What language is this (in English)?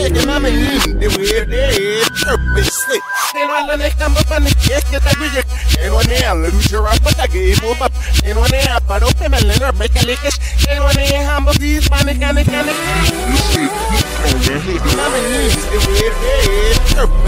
English